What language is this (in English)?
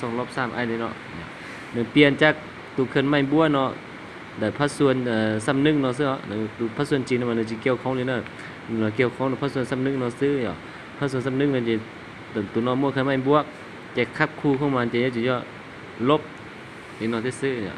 Hmong